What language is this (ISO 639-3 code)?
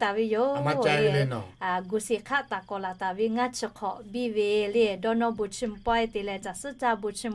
lhu